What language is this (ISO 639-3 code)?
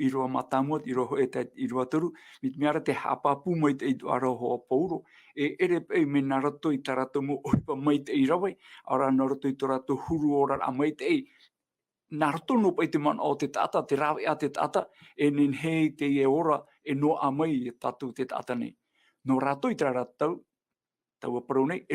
tah